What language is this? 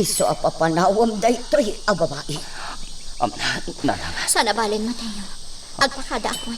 Iloko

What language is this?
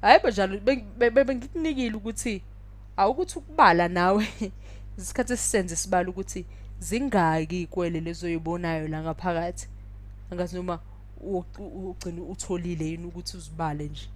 Zulu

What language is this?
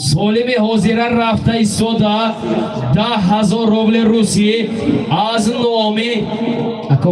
Tajik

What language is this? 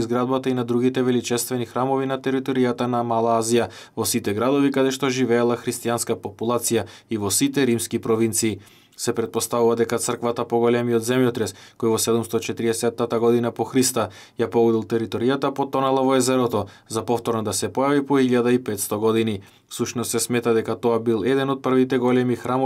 Macedonian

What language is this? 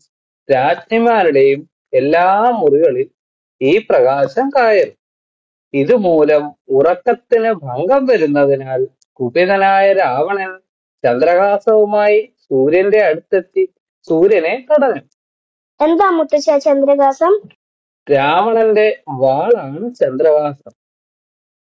Malayalam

